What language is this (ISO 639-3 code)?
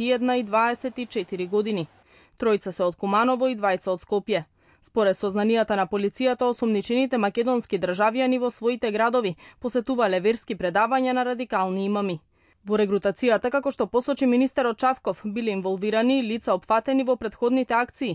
mkd